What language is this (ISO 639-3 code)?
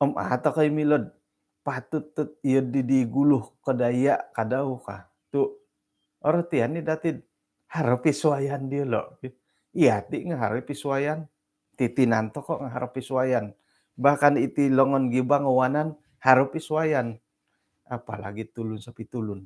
dtp